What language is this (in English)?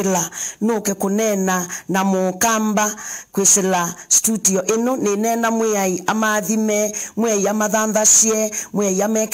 Kamba